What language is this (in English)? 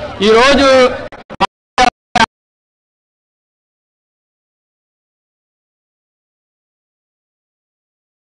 Telugu